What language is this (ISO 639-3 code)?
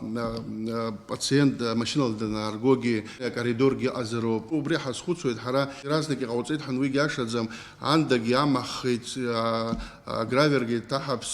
abk